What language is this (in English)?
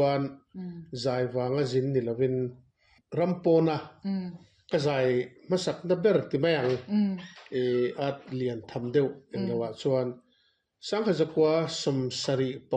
Mizo